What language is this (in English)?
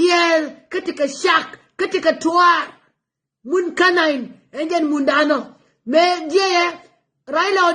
Nuer